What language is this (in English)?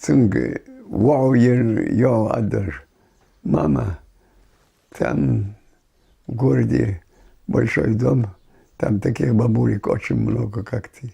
Ingush